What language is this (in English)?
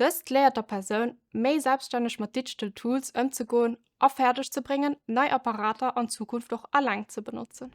Luxembourgish